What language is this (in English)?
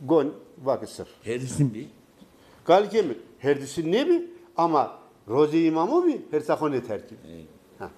Zaza